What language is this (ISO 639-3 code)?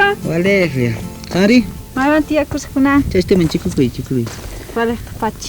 quh